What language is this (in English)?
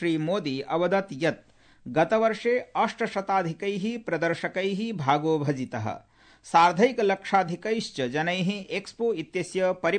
Sanskrit